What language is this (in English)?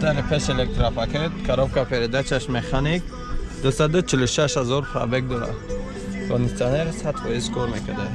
Tajik